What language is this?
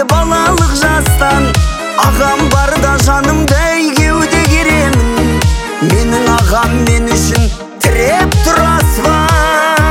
Kazakh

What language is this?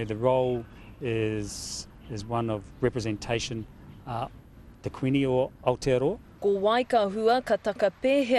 Māori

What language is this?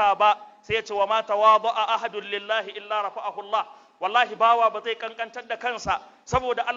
Hausa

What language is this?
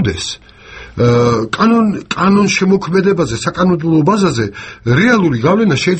Georgian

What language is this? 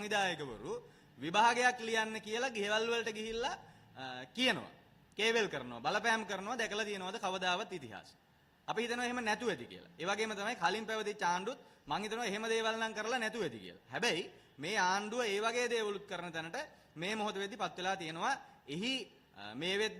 Sinhala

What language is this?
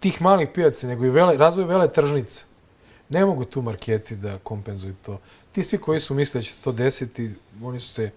Serbian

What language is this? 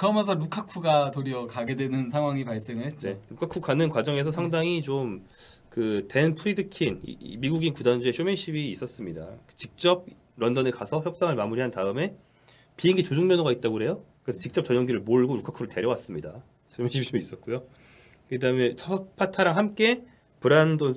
Korean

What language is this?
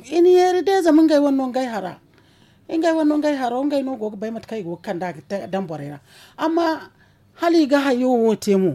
Zarma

